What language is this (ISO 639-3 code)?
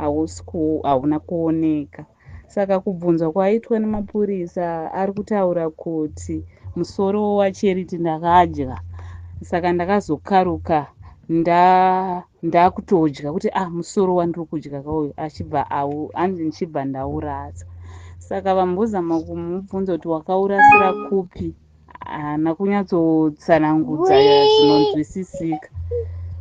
sna